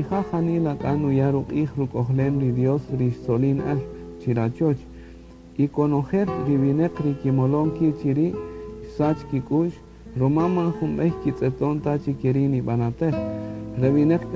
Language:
Kaqchikel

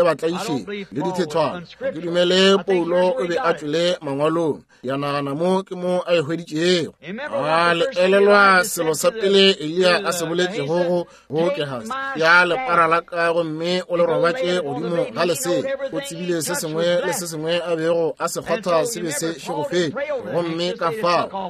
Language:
Northern Sotho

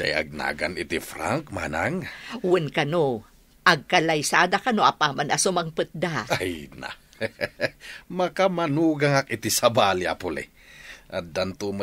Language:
Iloko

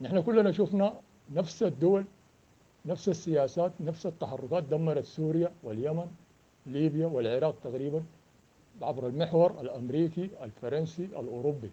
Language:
Sudanese Arabic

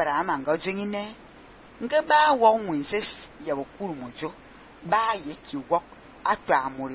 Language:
Fang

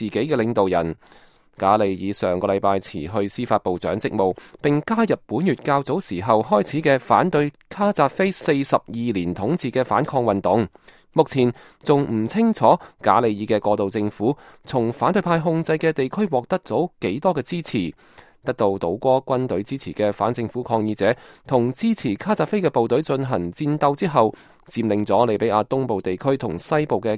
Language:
Cantonese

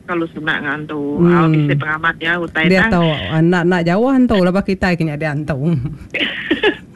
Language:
Iban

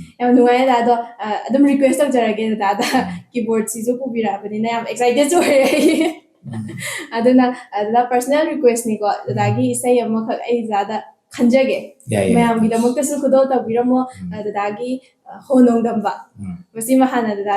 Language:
Manipuri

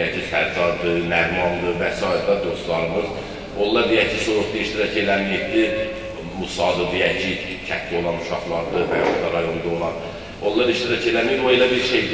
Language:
Azerbaijani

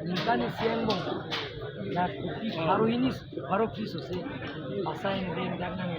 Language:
Karbi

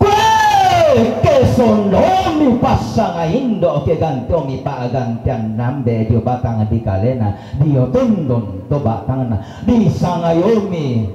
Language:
Toraja-Sa'dan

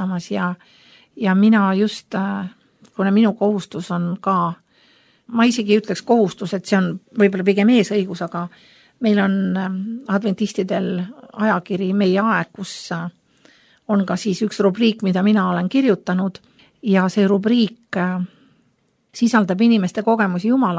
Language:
Estonian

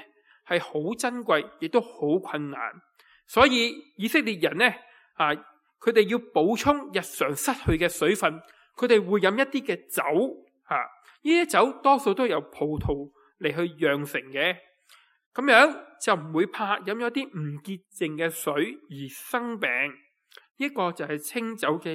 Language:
Cantonese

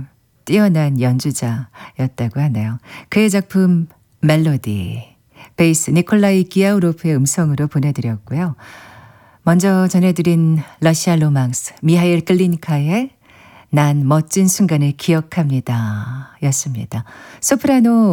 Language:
Korean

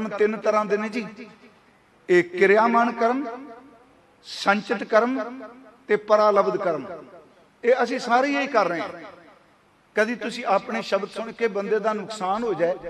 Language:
Punjabi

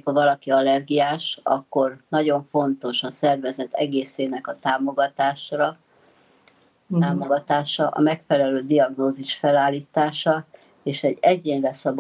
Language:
Hungarian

